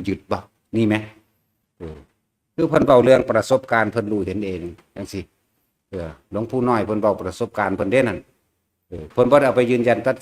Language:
Northeastern Thai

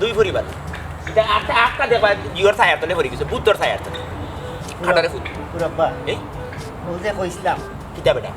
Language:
Sylheti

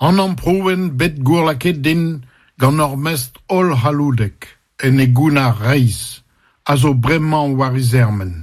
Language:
Breton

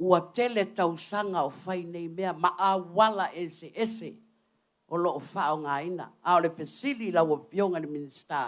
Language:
Samoan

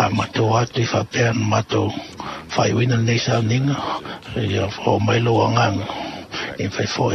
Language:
Samoan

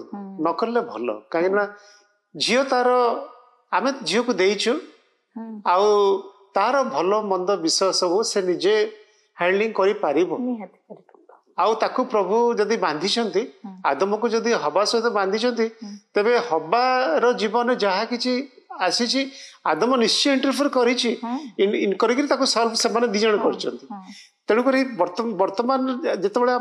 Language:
Odia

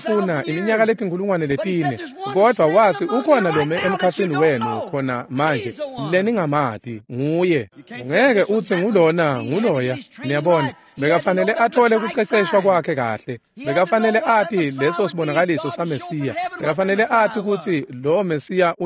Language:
Swati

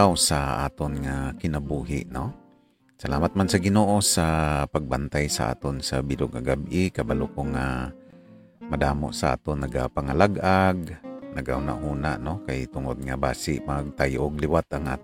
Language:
Hiligaynon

